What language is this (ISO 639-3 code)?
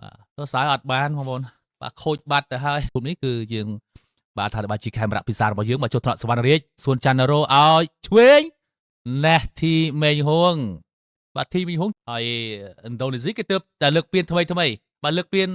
khm